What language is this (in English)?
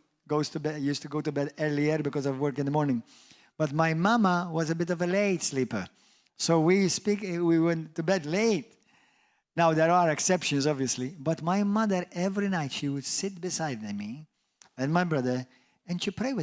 English